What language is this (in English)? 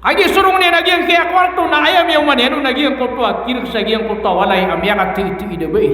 Maranao